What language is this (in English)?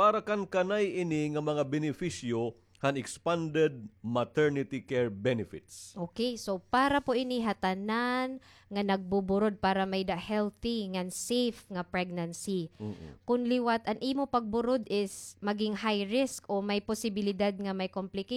Waray